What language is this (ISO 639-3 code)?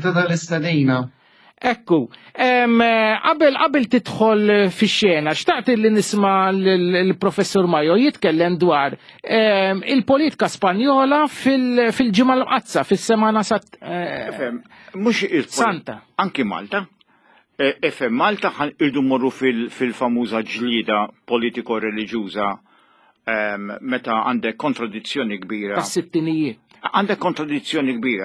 mlt